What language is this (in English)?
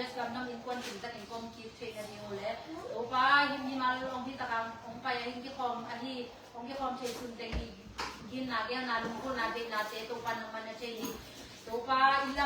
Tedim Chin